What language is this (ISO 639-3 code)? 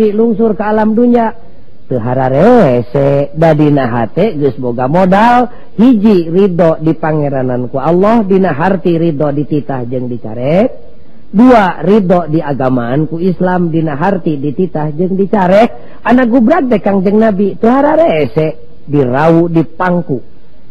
sun